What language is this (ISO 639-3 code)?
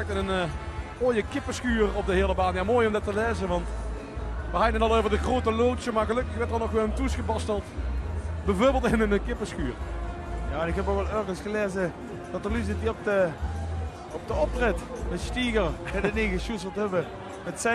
lim